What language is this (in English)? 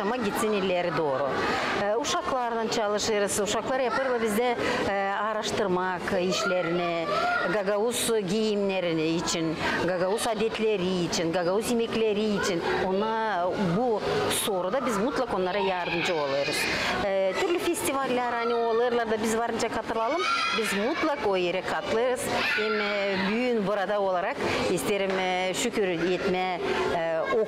Gagauz